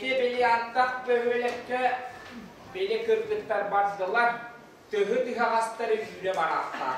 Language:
Yakut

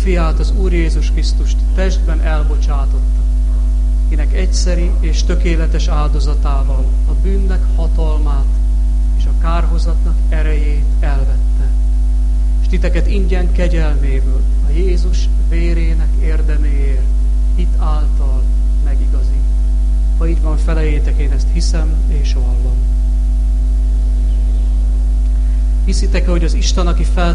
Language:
Hungarian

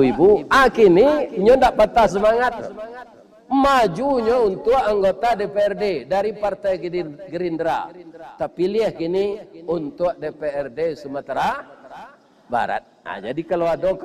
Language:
Minangkabau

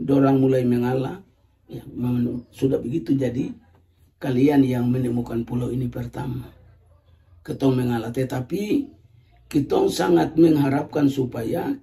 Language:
Ambonese Malay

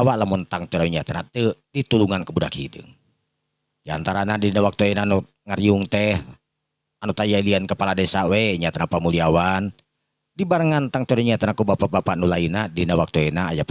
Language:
Sundanese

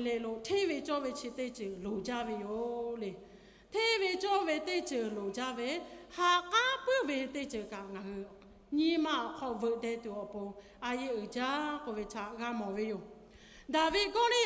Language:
Lahu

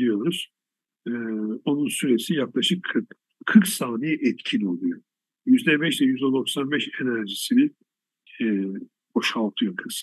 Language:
Turkish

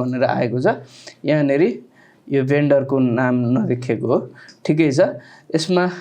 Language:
Nepali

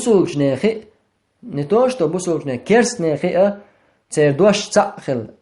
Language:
Chechen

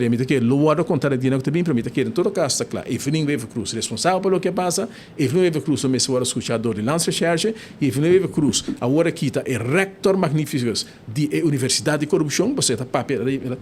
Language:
Papiamento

